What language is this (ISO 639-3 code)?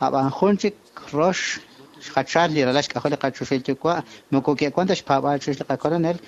kek